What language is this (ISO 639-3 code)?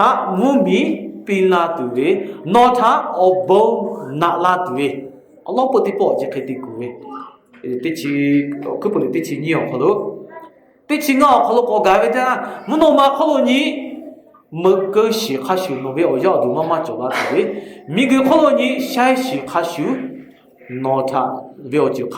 lhu